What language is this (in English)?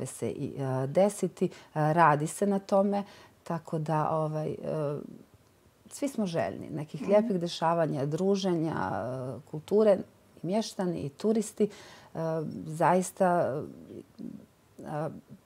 Bosnian